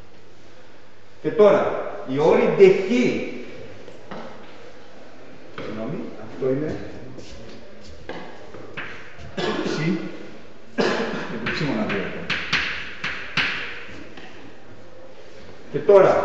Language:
Greek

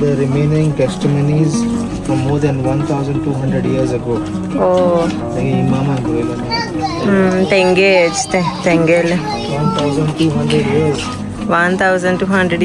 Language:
Konkani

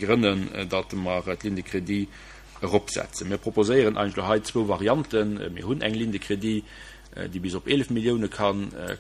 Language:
Luxembourgish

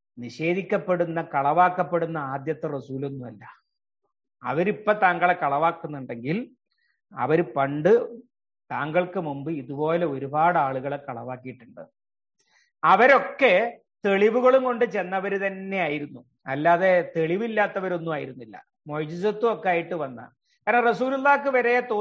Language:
Malayalam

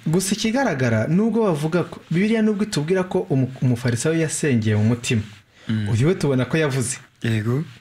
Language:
Kinyarwanda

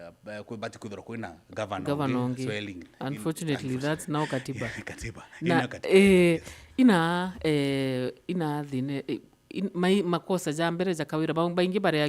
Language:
Meru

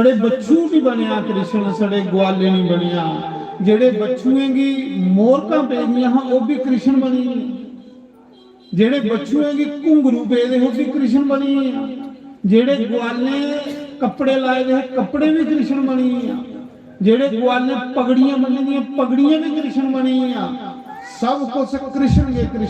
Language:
Dogri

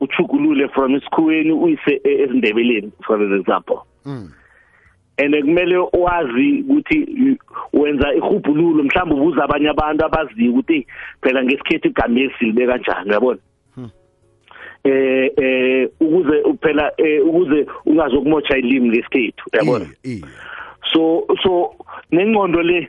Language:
South Ndebele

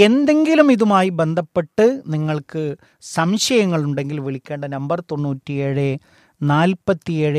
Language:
Malayalam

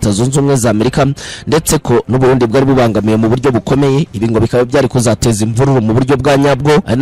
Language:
Kinyarwanda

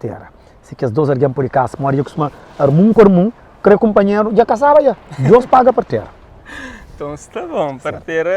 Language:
Kabuverdianu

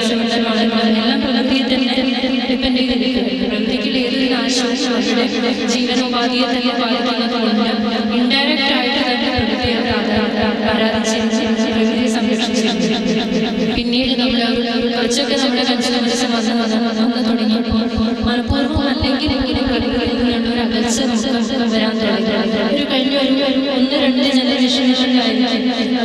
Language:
Malayalam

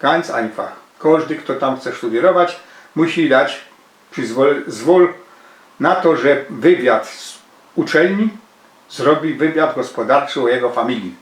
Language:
Silesian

